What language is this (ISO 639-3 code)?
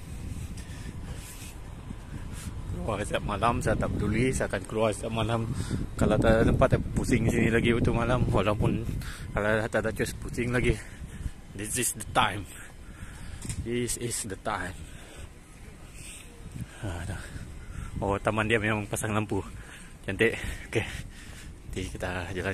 msa